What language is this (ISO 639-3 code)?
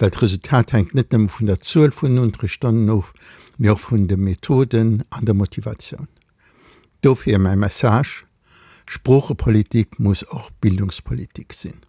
ltz